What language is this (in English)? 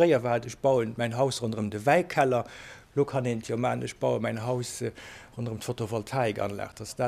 Luxembourgish